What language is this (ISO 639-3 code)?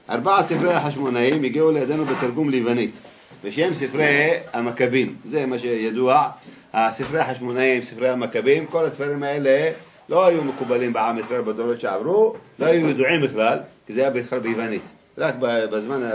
heb